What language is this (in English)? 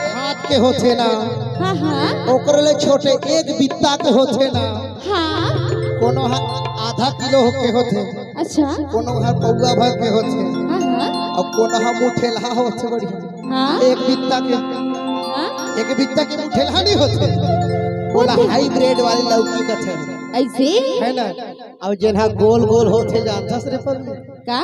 Chhattisgarhi